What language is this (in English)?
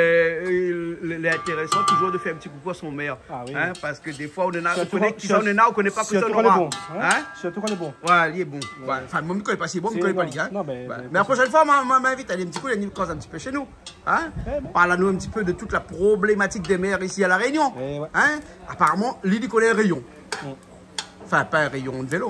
Réunion Creole French